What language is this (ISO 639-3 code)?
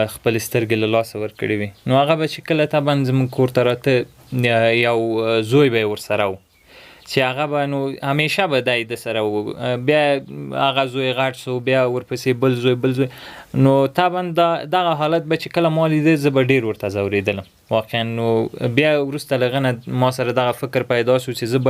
pus